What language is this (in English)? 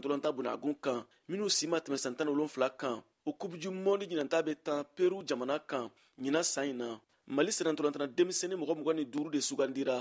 Bambara